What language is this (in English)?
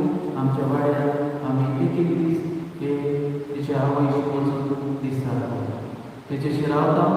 Konkani